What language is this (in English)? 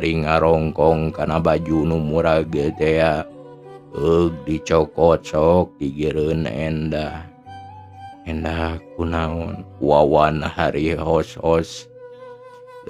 Sundanese